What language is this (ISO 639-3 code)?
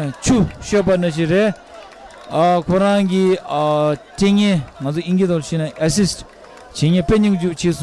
bod